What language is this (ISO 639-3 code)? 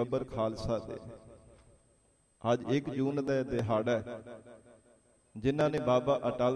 pan